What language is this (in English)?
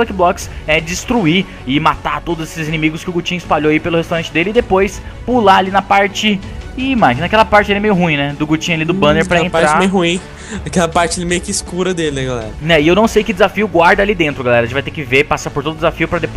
Portuguese